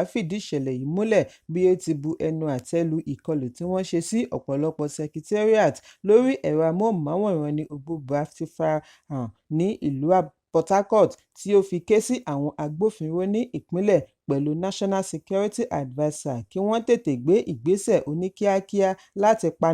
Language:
Yoruba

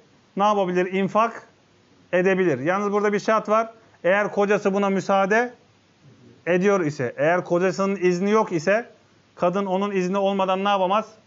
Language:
Turkish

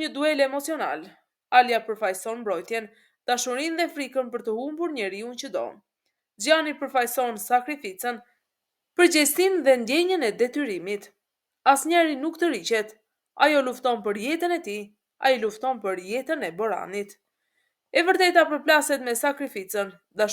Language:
Albanian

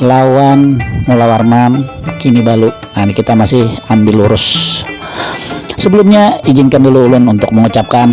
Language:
Banjar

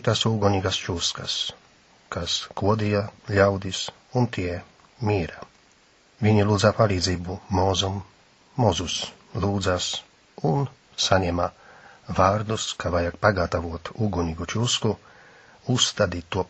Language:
Latvian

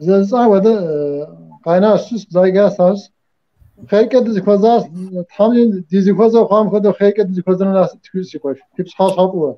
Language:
Kabardian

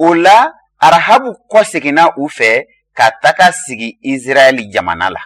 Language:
Bambara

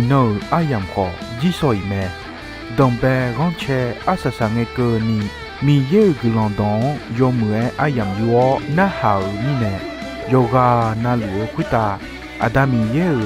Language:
Akha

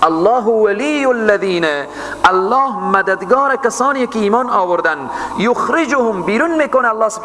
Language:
Persian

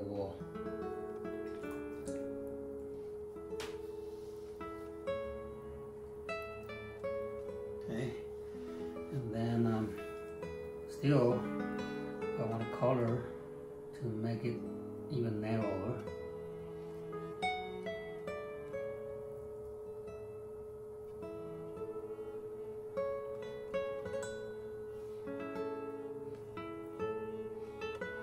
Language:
English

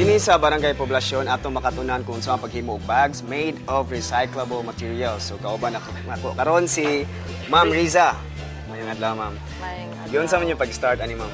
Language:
Cebuano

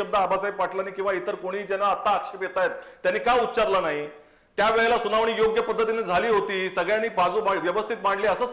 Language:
Marathi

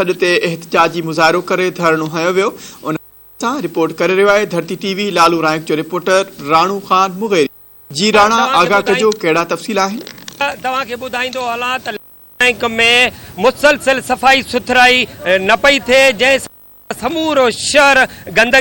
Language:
Sindhi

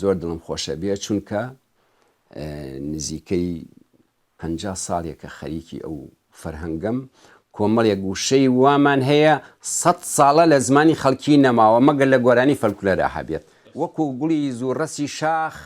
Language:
Central Kurdish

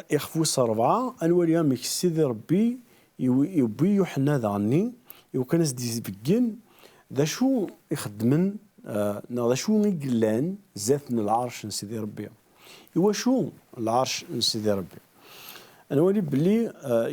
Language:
Kabyle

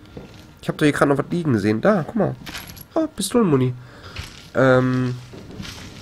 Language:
German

